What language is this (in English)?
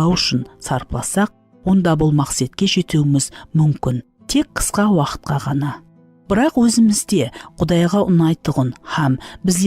Kara-Kalpak